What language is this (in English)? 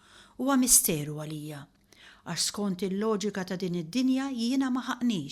Maltese